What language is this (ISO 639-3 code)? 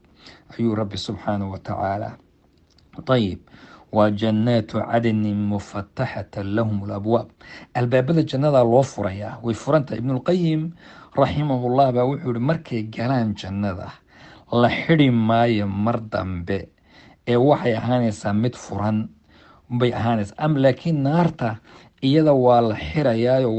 som